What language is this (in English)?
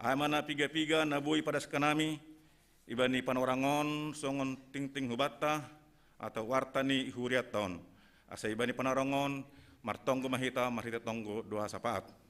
Batak Simalungun